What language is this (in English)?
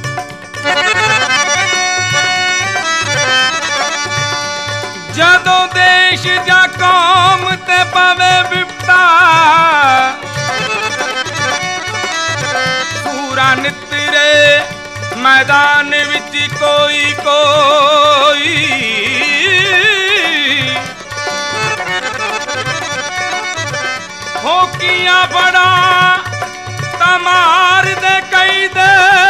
Punjabi